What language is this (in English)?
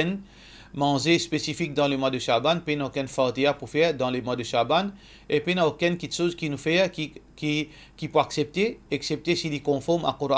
Morisyen